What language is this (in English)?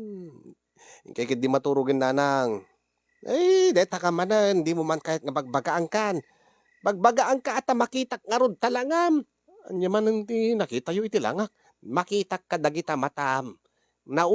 Iloko